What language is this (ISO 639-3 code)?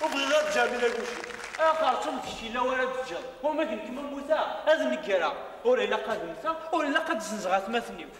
kab